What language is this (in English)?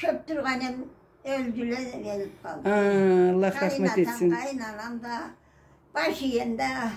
Karachay-Balkar